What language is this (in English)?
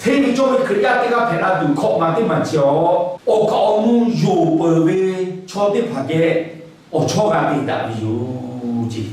Lahu